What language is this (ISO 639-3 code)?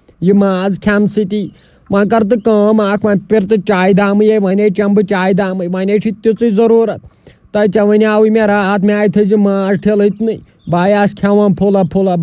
kas